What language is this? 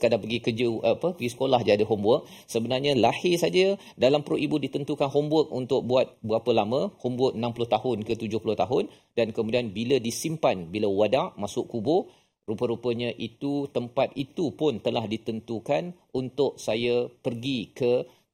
Malay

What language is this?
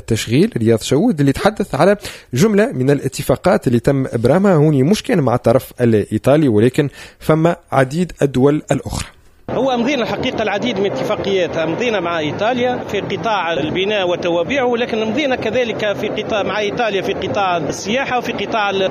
Tunisian Arabic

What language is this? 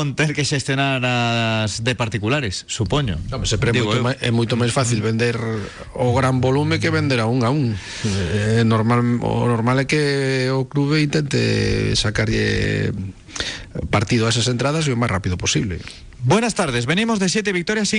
Galician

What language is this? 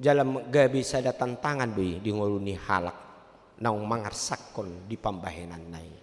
Batak Toba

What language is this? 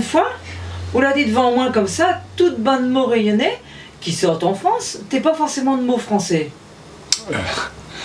Réunion Creole French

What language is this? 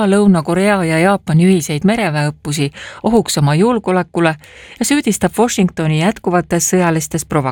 Estonian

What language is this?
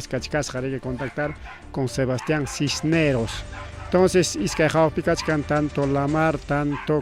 Ayacucho Quechua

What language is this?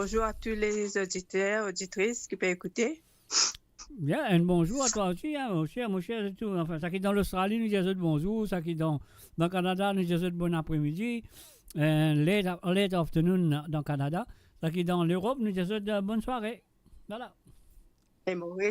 Morisyen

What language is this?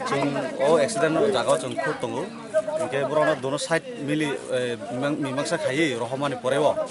Kok Borok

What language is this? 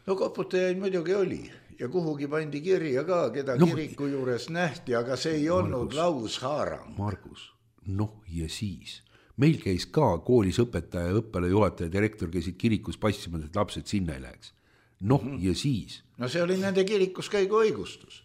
Estonian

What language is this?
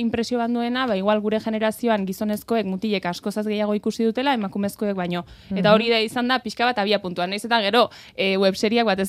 Basque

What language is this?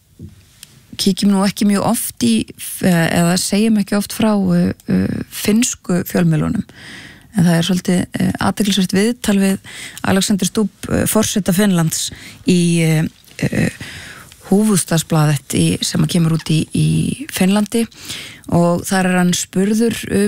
Icelandic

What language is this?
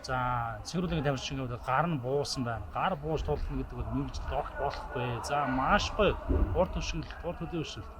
Mongolian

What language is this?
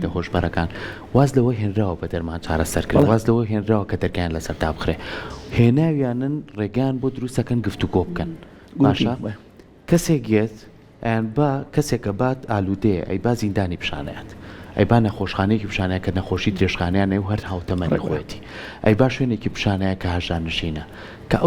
Central Kurdish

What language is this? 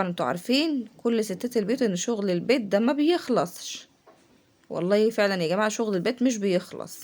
Egyptian Arabic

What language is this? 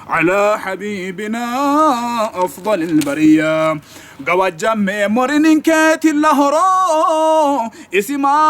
Sidamo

